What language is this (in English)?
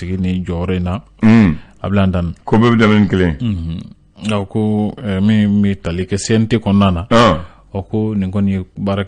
Bambara